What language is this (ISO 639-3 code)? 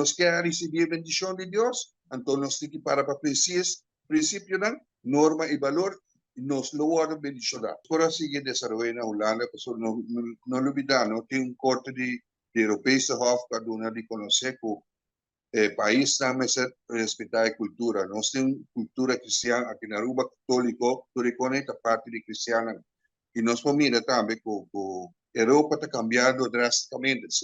pap